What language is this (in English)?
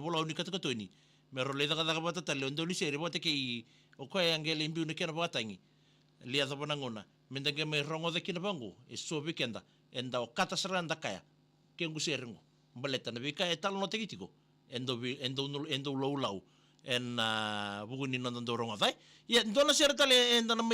Fijian